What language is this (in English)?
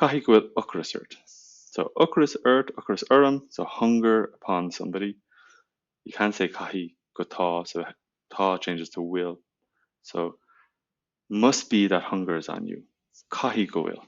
Irish